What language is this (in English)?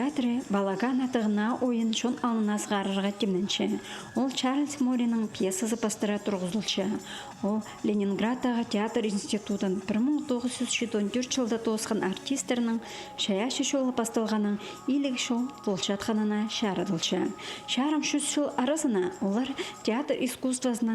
Khakas